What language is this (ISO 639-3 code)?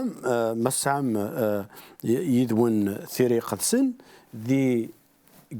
kab